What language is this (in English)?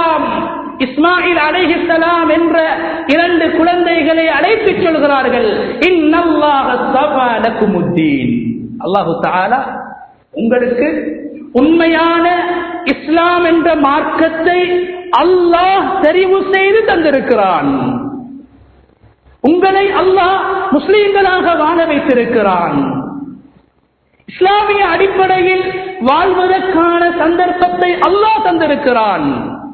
Tamil